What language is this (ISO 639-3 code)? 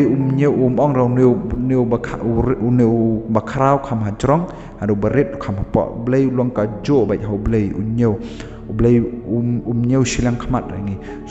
kha